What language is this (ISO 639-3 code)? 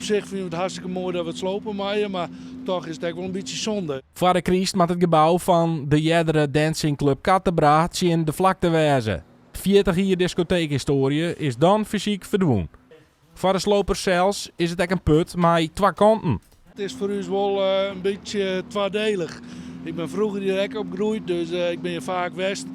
fry